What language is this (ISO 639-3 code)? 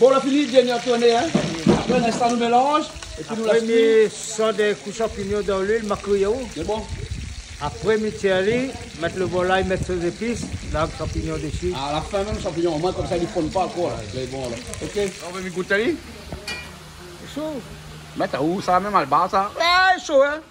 rcf